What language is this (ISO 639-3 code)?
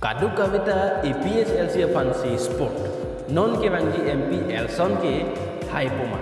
mjw